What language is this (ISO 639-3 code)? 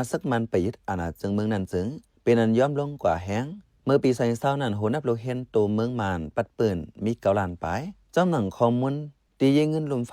shn